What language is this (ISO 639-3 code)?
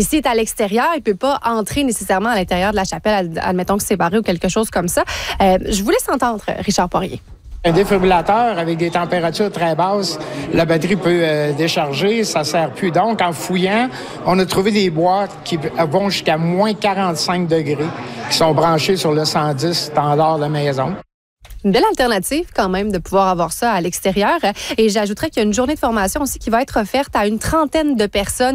fra